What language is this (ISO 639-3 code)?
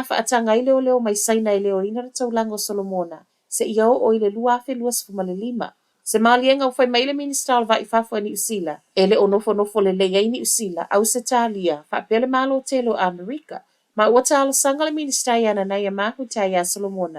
smo